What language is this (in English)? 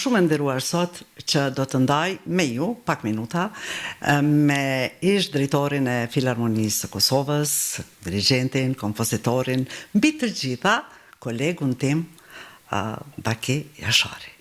Albanian